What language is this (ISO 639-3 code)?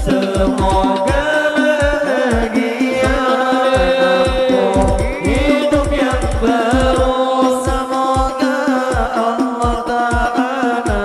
bjn